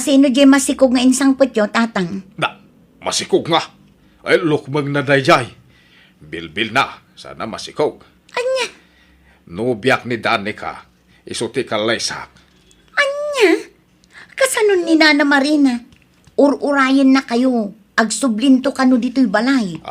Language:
Iloko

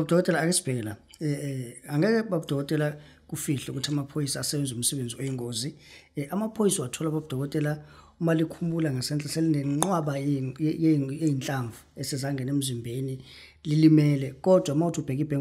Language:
Zulu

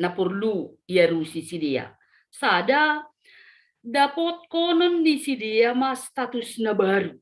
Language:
Batak Simalungun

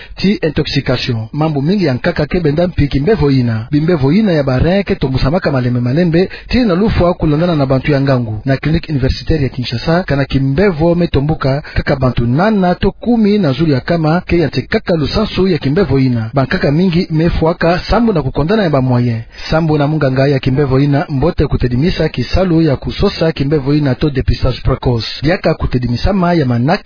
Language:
Kituba (Democratic Republic of Congo)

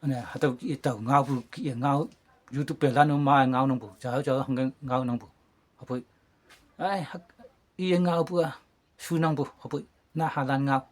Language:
Konyak Naga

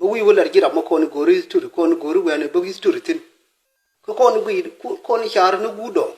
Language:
Nuer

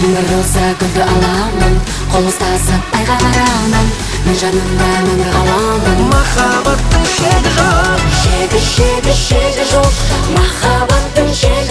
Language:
Kazakh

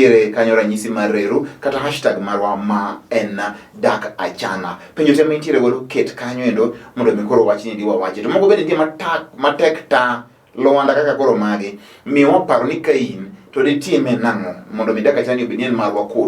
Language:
Luo (Kenya and Tanzania)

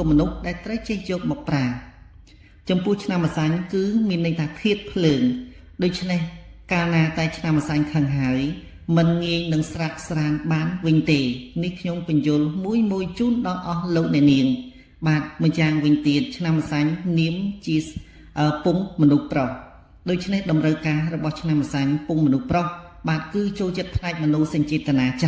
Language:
Khmer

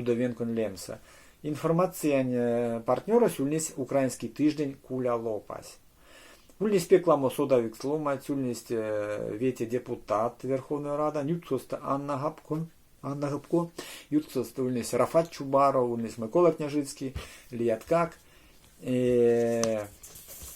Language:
Erzya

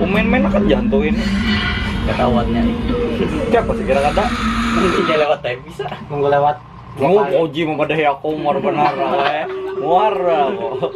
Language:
Banjar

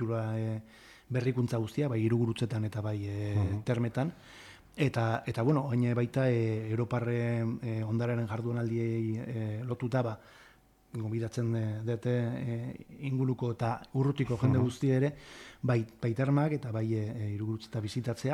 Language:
Basque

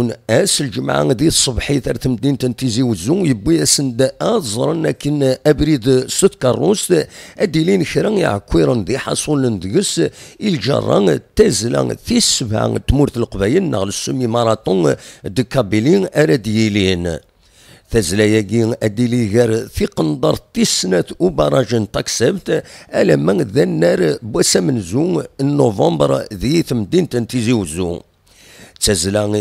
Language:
Kabyle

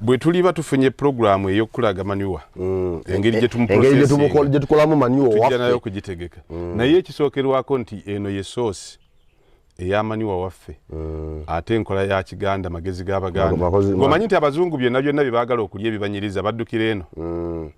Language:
Ganda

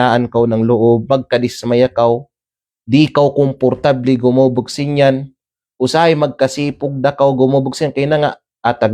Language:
Kalagan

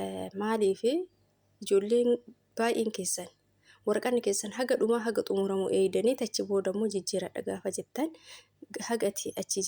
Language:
Oromo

